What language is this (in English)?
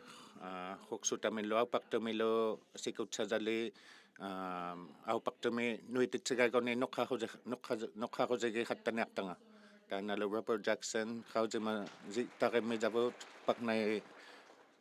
Inuktitut